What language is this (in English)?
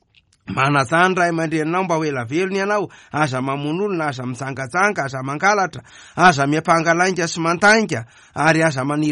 Malagasy